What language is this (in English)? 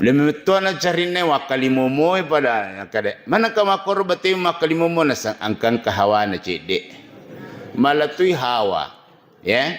Buginese